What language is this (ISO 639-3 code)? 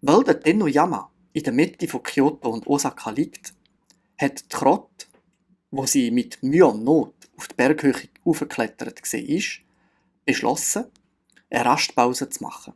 gsw